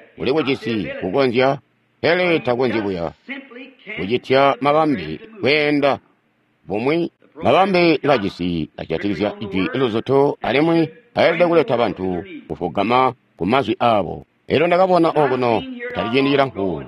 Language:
Tonga (Zambia)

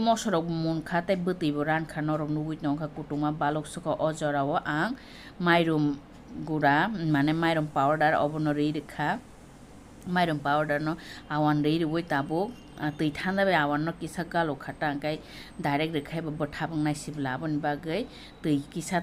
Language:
Kok Borok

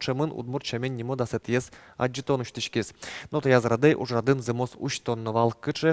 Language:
Udmurt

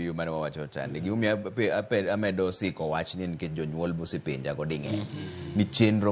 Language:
Luo (Kenya and Tanzania)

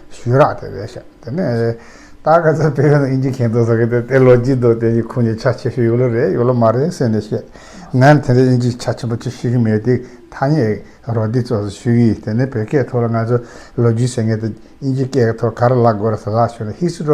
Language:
Tibetan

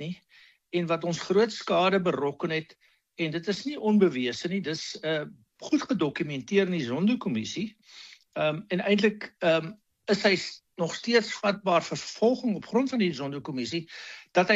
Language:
Afrikaans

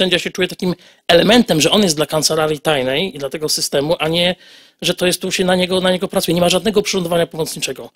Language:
Polish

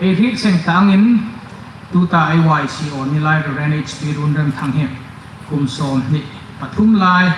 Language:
Hmar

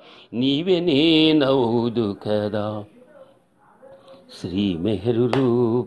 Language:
Telugu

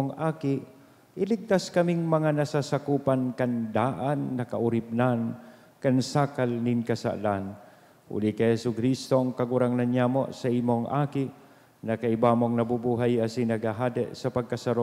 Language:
Bikol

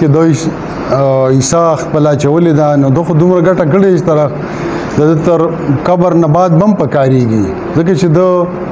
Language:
Pashto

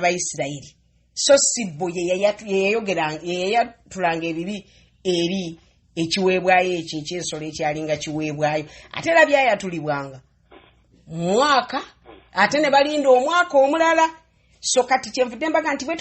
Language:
Ganda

